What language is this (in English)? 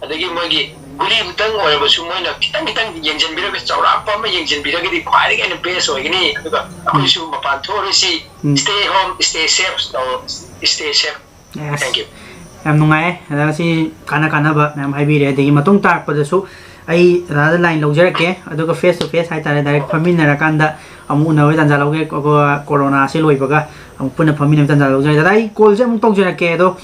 Manipuri